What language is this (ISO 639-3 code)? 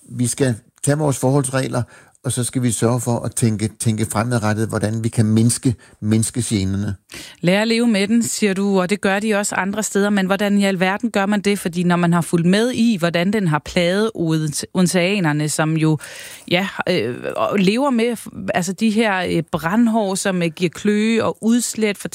dan